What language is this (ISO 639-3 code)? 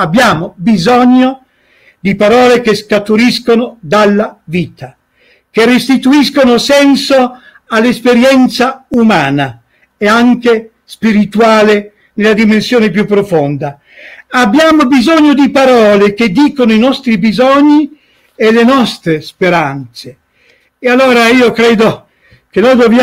ita